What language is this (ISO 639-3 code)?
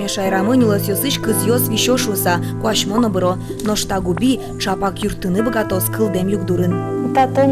udm